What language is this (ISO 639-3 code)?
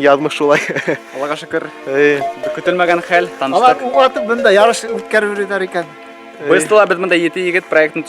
bak